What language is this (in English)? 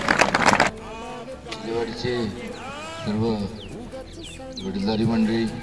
Marathi